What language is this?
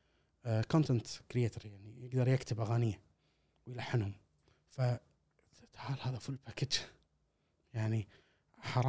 Gulf Arabic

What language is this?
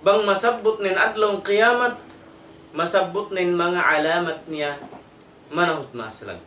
Tausug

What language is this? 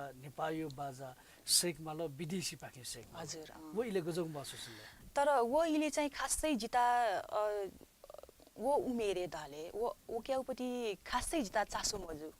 Newari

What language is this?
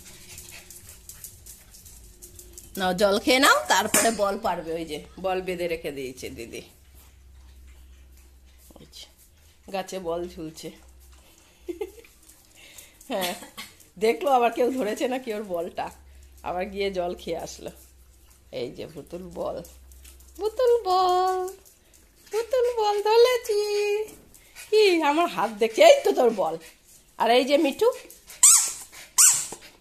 Bangla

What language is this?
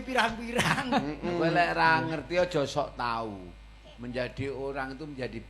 Javanese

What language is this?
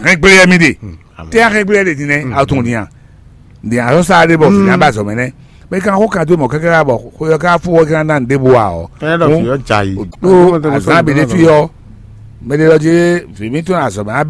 Fon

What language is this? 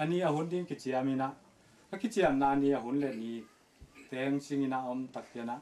Tedim Chin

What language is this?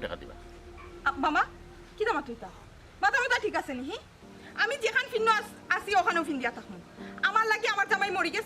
Sylheti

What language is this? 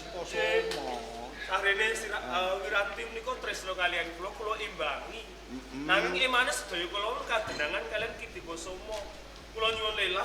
Javanese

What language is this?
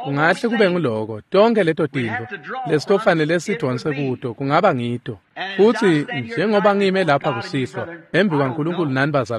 Swati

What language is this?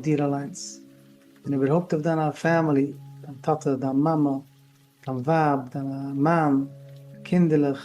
Yiddish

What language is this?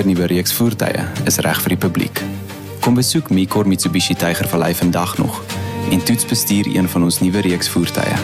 Afrikaans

